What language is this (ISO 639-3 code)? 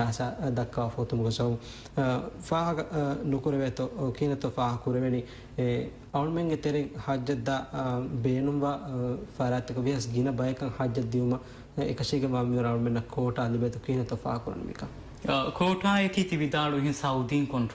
div